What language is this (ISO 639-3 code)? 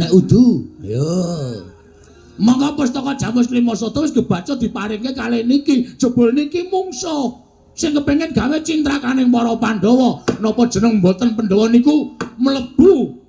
jav